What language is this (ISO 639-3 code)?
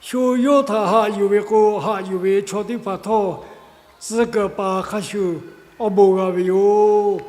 lhu